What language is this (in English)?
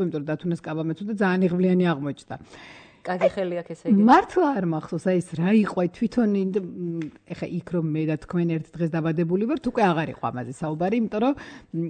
Georgian